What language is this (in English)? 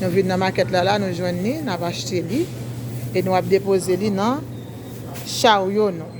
Haitian Creole